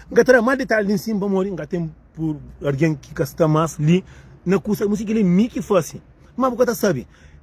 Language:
Kabuverdianu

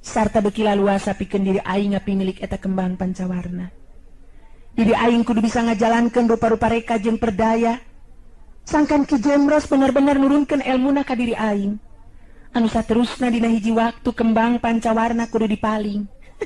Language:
Sundanese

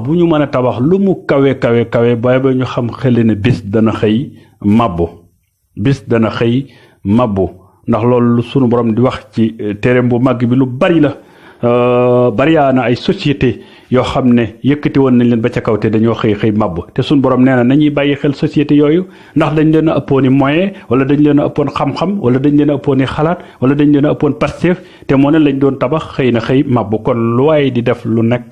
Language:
Wolof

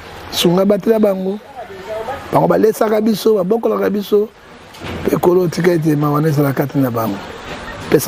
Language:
Lingala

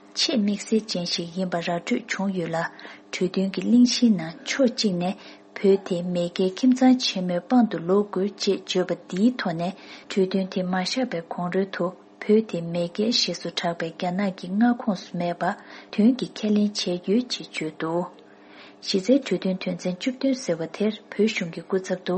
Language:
Tibetan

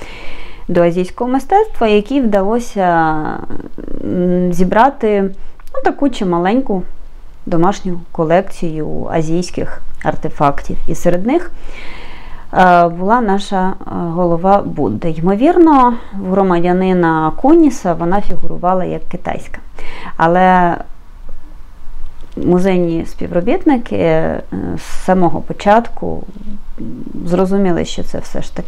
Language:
Ukrainian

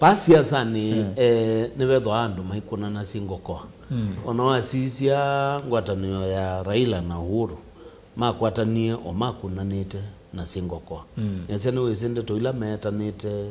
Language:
Kamba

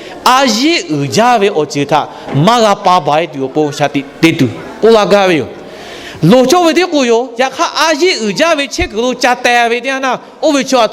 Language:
Lahu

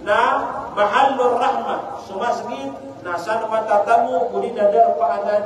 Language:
Maranao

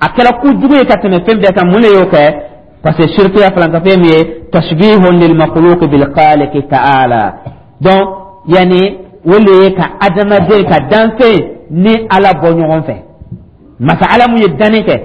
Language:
Dyula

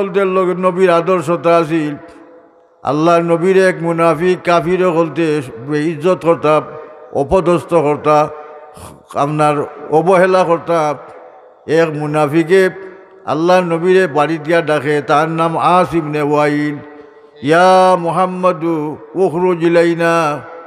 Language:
Sylheti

